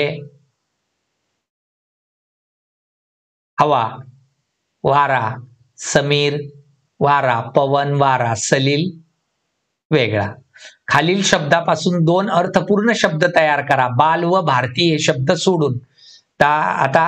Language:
Marathi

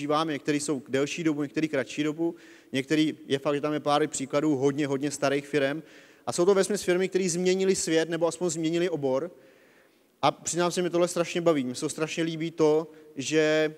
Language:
Czech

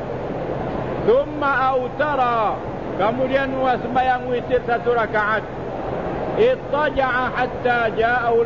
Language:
Malay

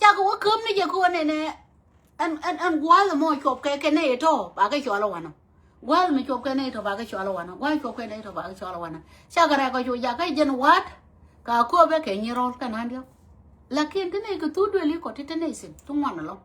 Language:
Nuer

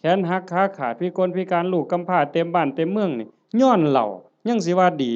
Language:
Northeastern Thai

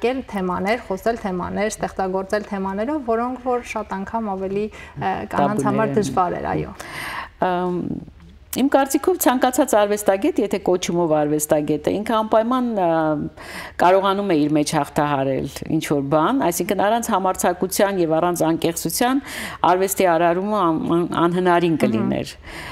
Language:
Armenian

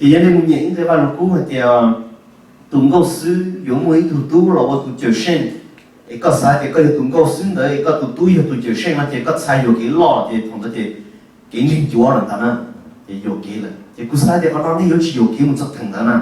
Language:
Hmong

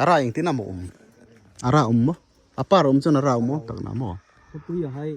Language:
Hmar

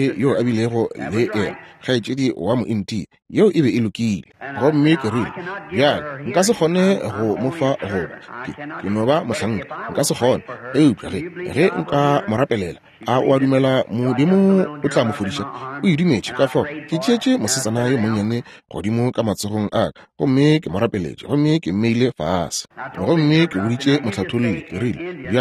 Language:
Northern Sotho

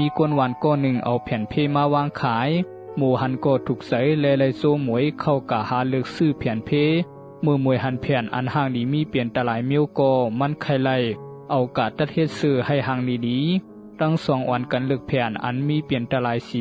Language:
Shan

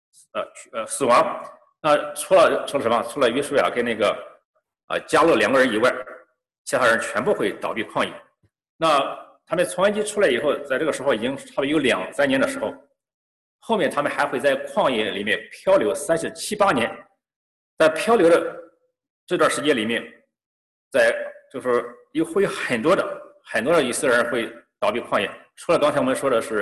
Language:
Chinese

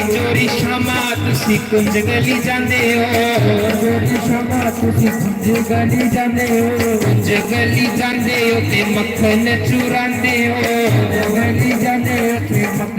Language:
Dogri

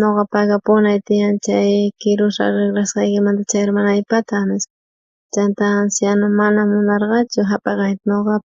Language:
South Bolivian Quechua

